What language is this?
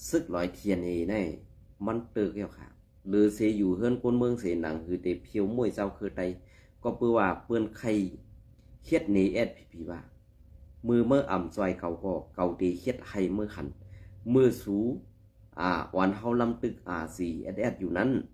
Shan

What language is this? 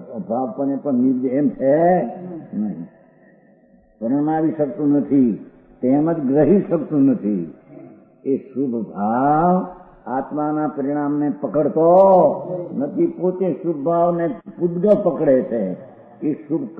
Gujarati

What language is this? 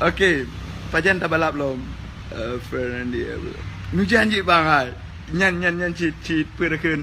Achinese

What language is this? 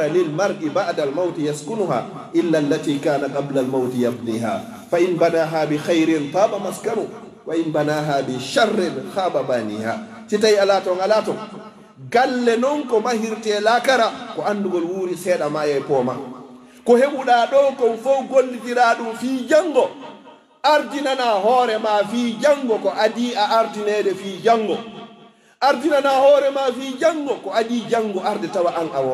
Pular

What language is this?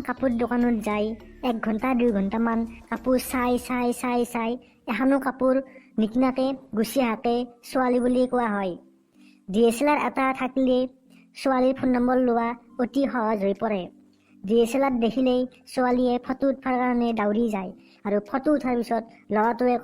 Assamese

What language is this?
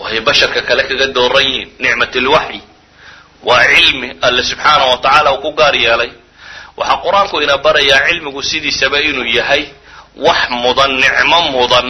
Somali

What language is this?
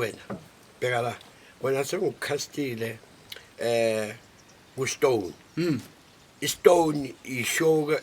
Zulu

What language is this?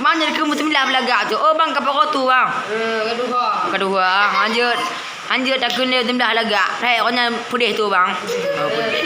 Achinese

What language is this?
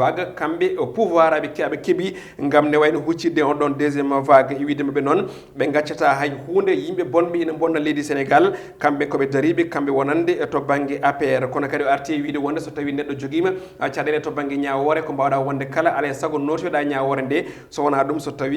Fula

